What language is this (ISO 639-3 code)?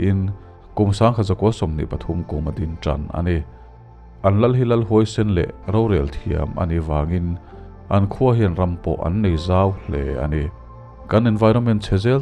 lus